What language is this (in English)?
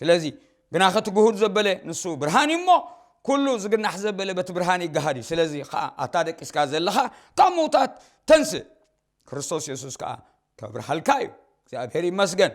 Tigrinya